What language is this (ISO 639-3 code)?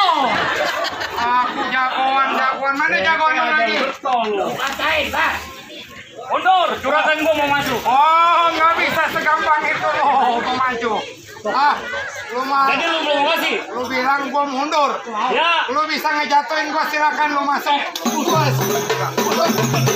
bew